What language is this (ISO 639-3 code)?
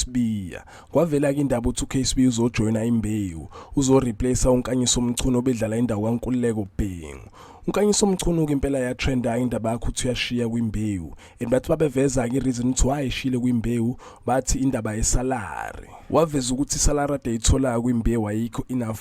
zul